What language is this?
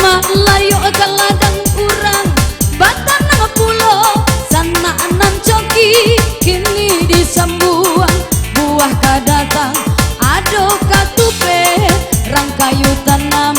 Minangkabau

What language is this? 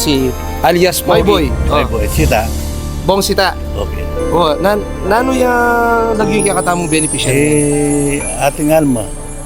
Pampanga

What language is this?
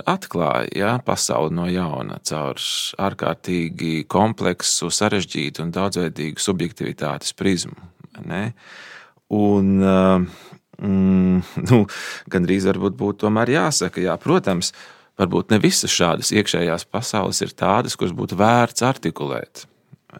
Latvian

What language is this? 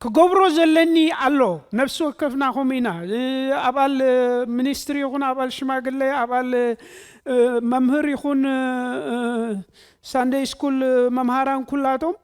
Tigrinya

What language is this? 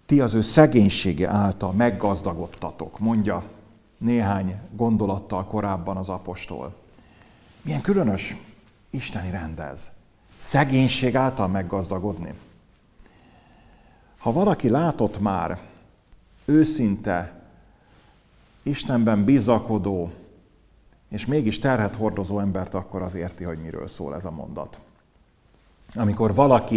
Hungarian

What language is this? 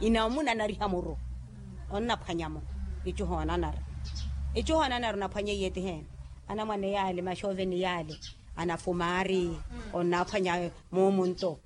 Makhuwa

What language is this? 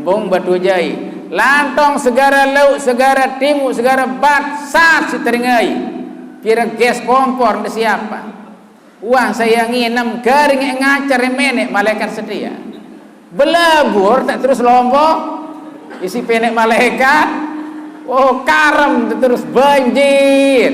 Sasak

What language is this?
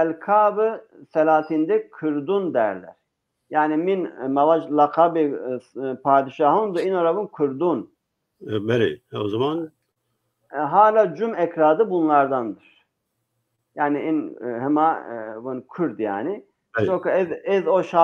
Zaza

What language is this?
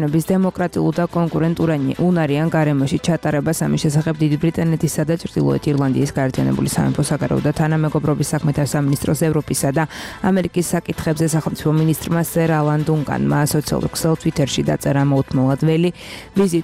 Georgian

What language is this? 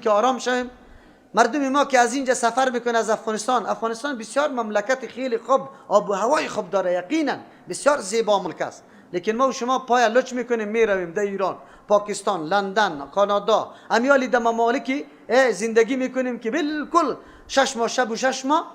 Persian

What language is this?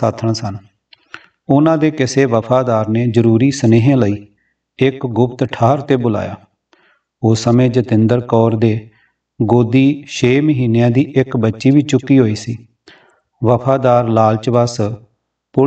Punjabi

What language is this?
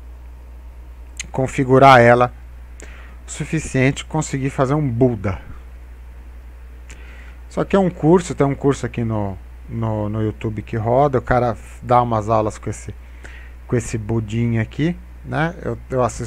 Portuguese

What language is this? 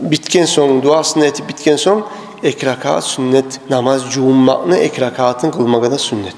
Kumyk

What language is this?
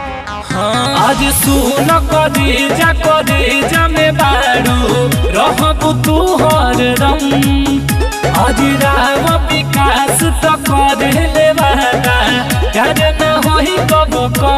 Bhojpuri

